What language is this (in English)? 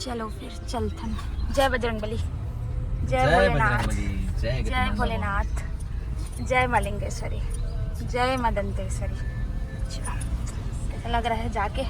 Chhattisgarhi